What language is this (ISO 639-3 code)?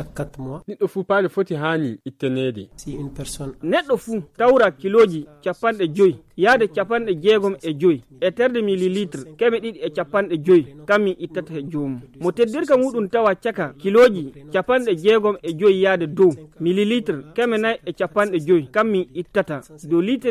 fuv